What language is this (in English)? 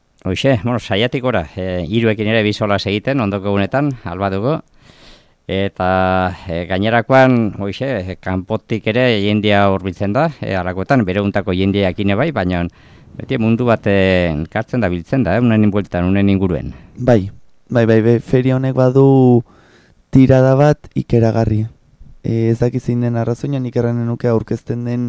Basque